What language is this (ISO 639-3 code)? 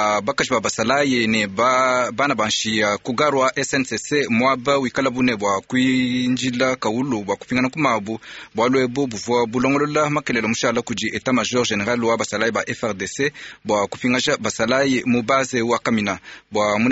lua